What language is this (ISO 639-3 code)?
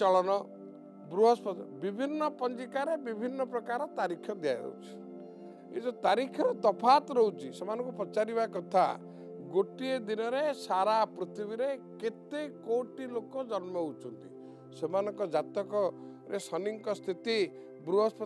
ori